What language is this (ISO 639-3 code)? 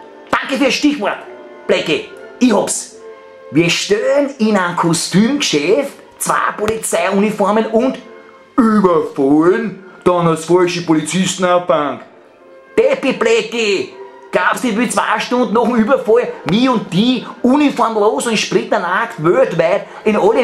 bar